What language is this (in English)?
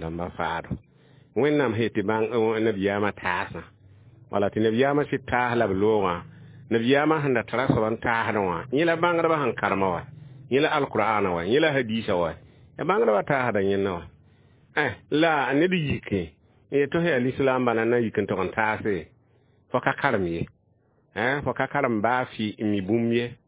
Mossi